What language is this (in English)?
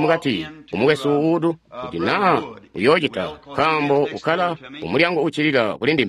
Tonga (Zambia)